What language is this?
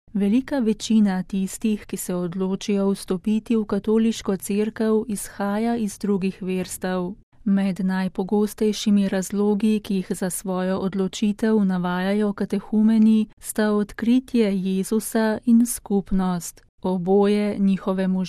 Slovenian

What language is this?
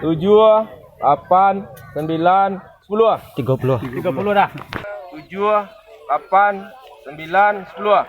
Minangkabau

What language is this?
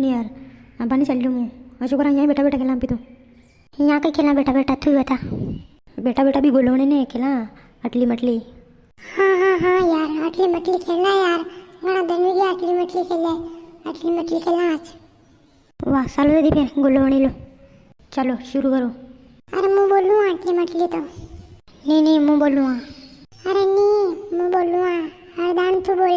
Rajasthani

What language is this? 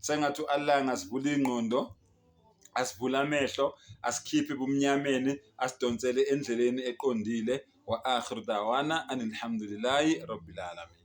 Zulu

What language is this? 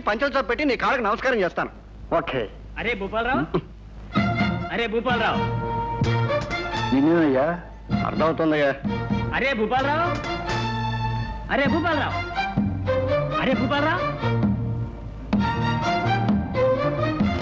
Telugu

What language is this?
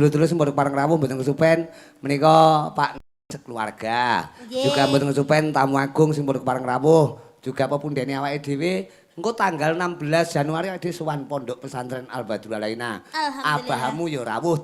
Javanese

